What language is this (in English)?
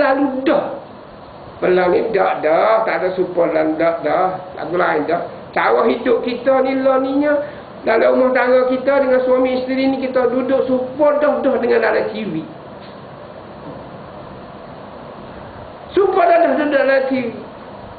Malay